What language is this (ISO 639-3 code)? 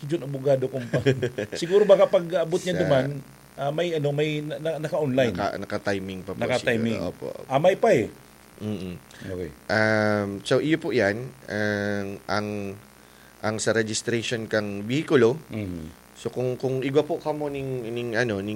bik